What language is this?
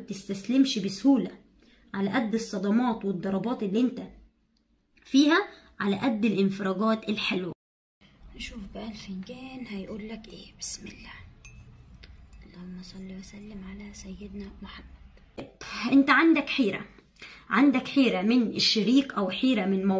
Egyptian Arabic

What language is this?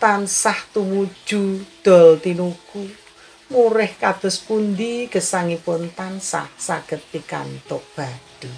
Javanese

